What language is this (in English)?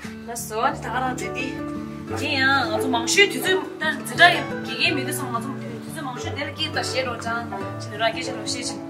Tibetan